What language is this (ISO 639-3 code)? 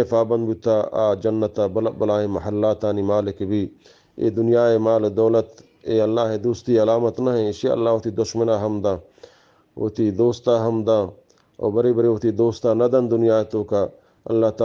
bgp